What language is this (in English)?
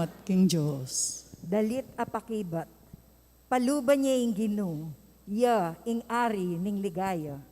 Pampanga